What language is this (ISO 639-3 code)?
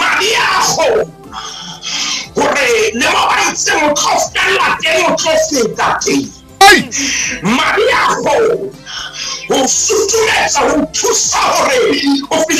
sot